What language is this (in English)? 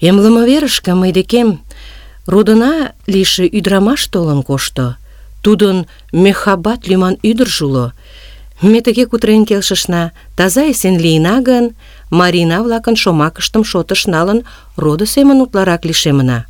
Mari